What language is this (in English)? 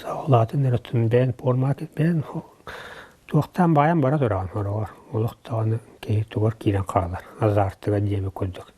Yakut